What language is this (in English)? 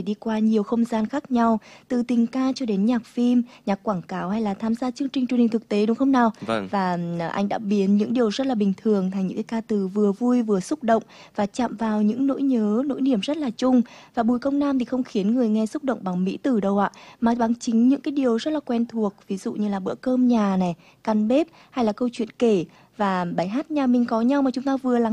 Vietnamese